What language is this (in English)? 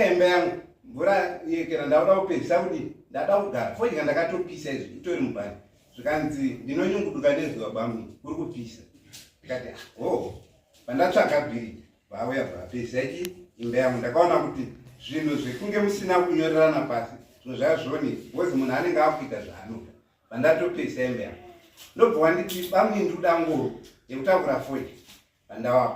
Shona